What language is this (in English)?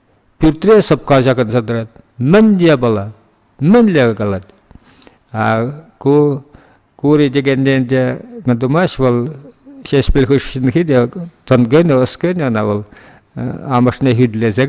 Chuvash